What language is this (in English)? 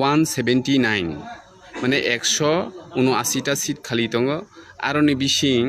Kok Borok